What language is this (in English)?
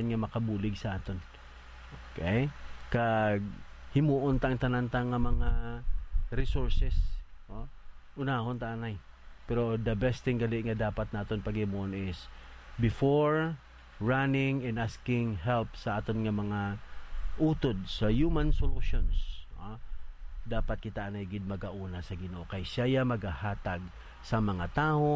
Hiligaynon